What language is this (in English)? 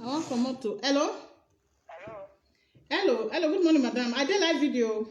Nigerian Pidgin